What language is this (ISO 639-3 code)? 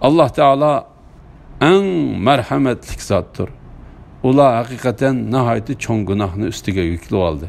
uig